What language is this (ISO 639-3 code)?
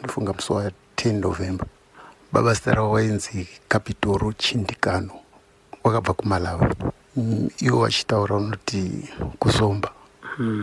sna